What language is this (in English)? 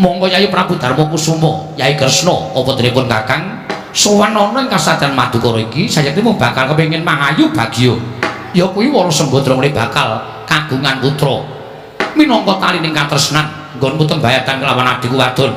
Javanese